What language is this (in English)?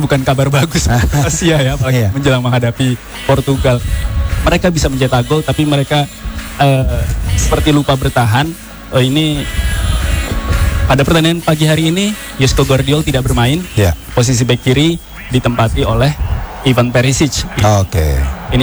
Indonesian